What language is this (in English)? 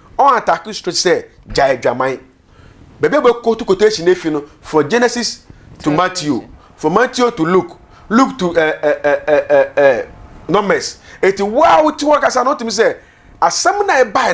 Akan